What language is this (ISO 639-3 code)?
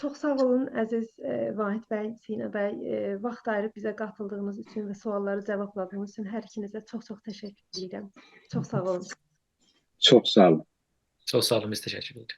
azb